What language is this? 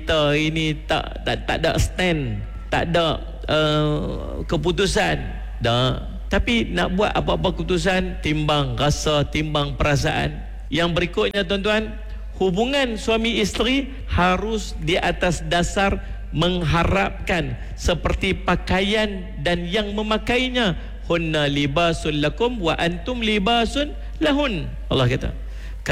Malay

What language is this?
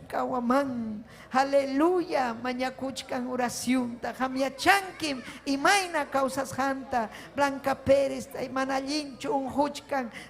Ayacucho Quechua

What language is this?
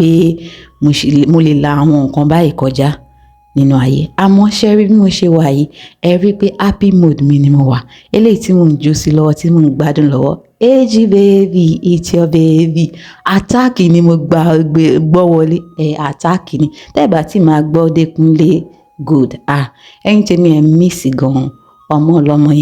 Yoruba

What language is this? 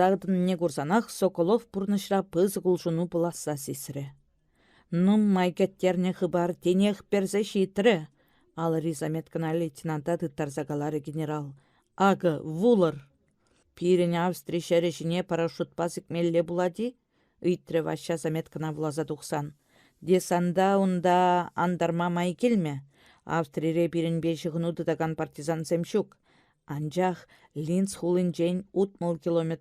Chuvash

